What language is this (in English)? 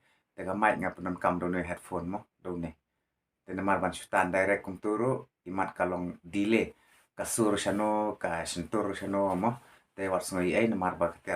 Khasi